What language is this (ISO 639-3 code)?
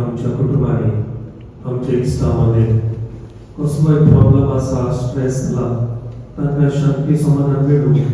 kok